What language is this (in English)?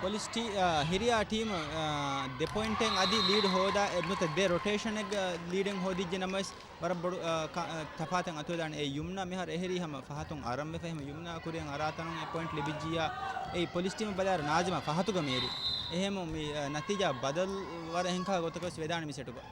Divehi